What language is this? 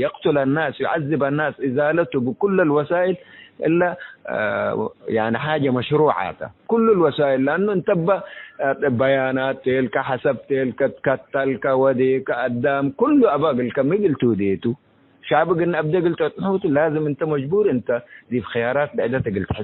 Tigre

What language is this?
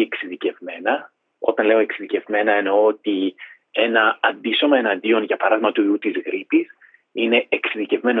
Greek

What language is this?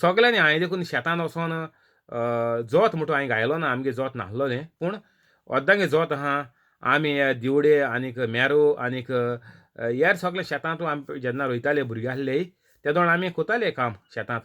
Konkani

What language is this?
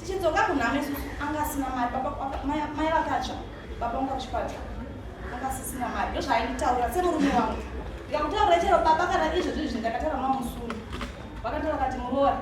Shona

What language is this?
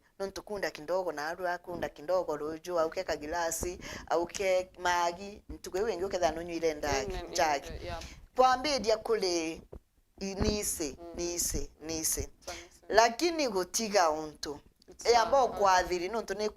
Meru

